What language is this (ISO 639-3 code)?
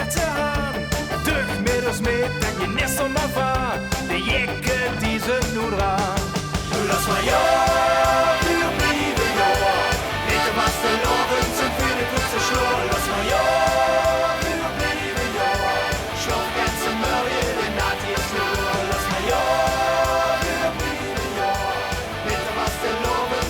lim